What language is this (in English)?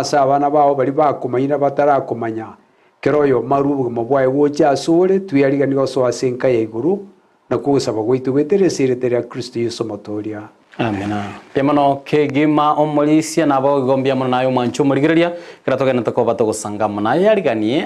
Gusii